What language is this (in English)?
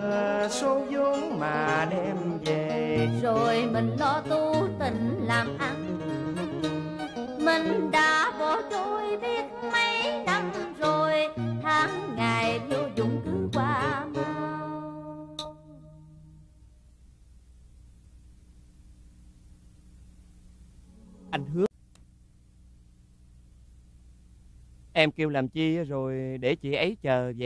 Vietnamese